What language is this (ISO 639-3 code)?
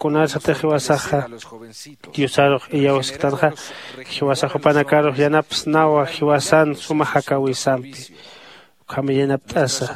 aym